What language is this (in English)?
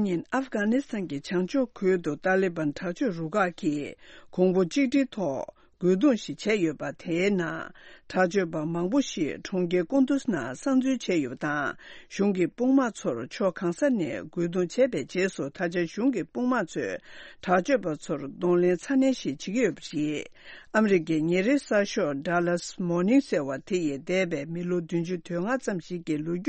Tibetan